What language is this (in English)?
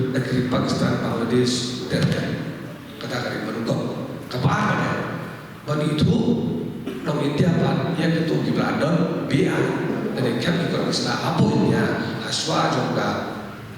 Khasi